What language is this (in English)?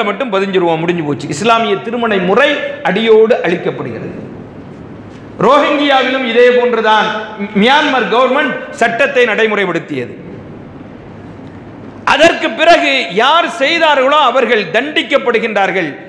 Tamil